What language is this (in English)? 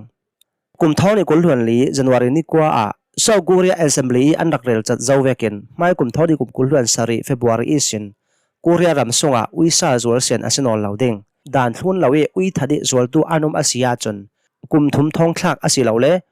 Hakha Chin